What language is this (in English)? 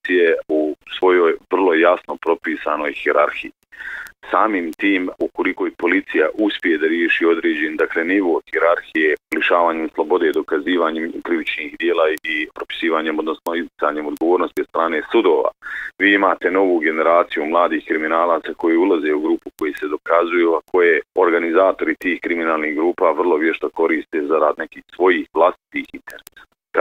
Bosnian